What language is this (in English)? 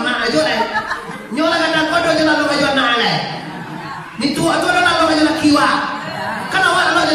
Minangkabau